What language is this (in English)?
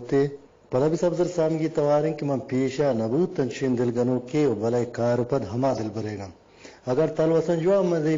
Eastern Balochi